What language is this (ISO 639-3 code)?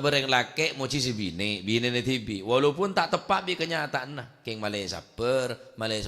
mad